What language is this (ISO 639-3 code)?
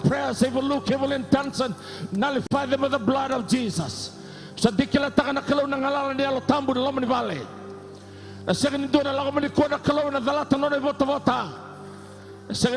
fij